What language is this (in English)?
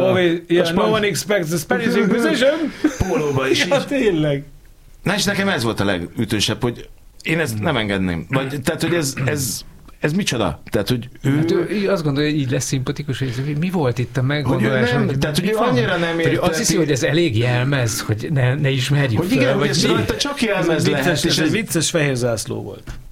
Hungarian